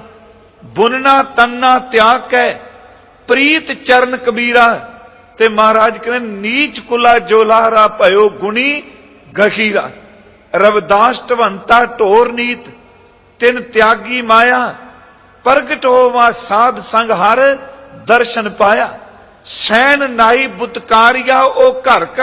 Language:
Punjabi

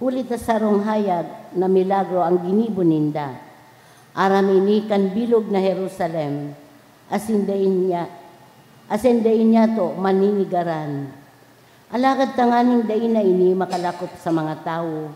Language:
Bikol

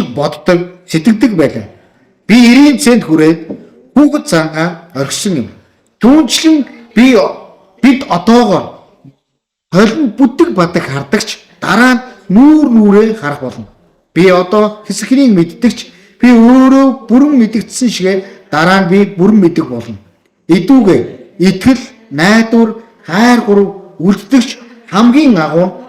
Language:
Mongolian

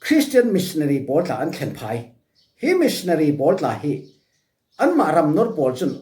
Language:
Falam Chin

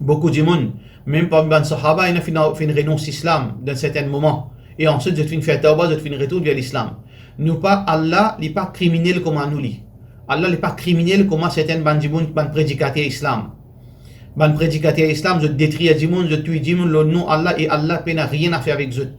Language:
Morisyen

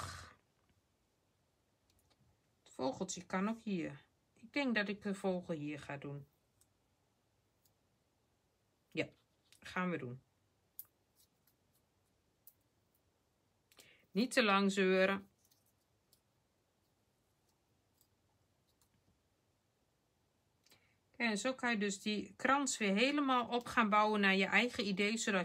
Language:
Dutch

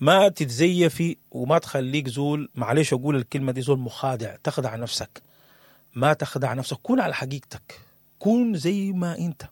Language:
Sudanese Arabic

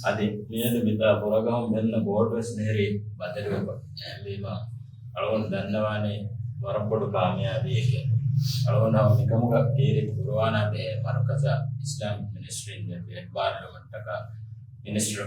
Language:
Divehi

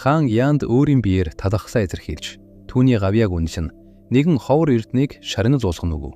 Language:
Mongolian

